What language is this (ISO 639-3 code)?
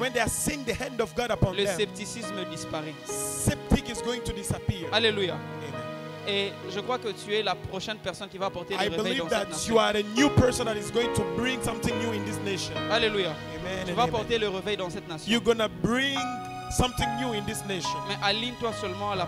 fra